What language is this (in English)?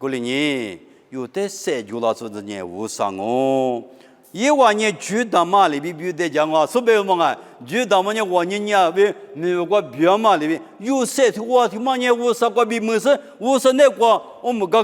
Lisu